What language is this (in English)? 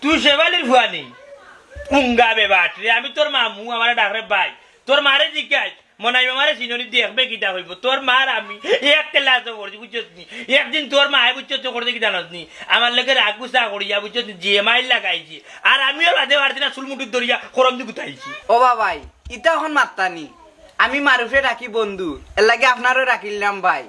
Sylheti